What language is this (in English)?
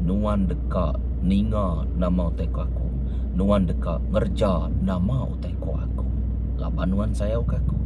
Iban